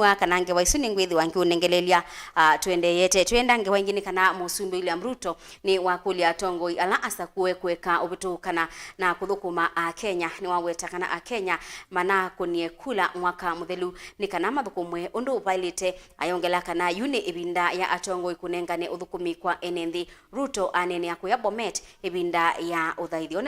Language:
Kamba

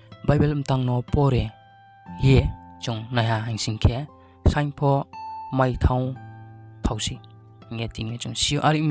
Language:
Riang (India)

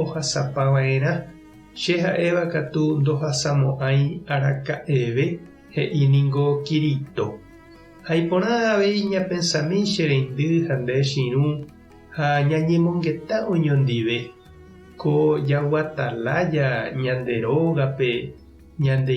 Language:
Guarani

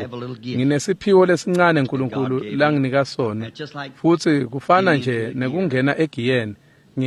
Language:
Swati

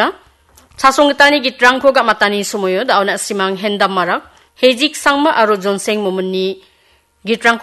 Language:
Garo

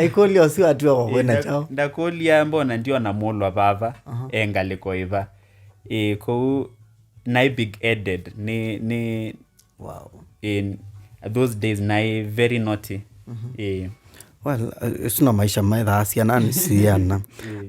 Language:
Kamba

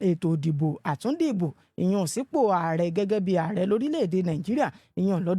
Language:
Yoruba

